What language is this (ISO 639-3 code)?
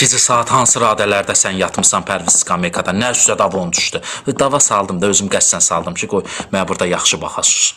aze